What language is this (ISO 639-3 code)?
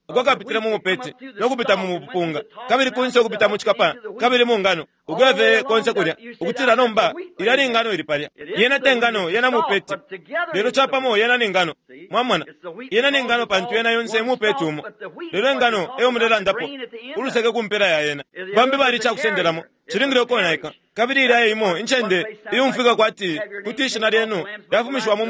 bem